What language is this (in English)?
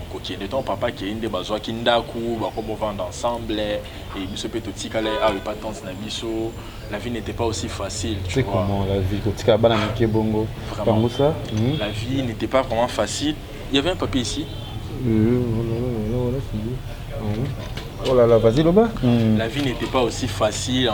Lingala